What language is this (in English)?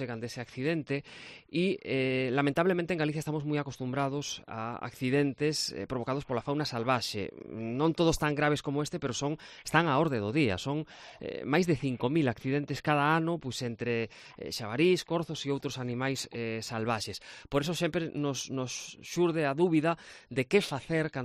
Galician